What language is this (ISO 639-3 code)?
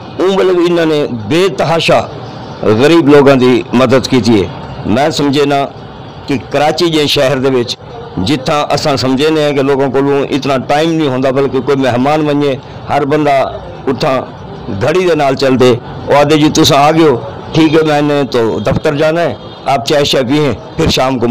skr